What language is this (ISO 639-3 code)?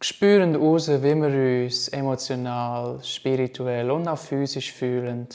gsw